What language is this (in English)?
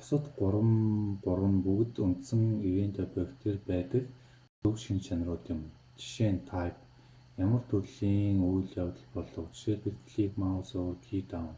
Mongolian